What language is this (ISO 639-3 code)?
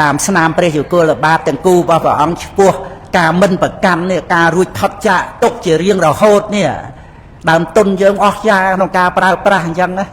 khm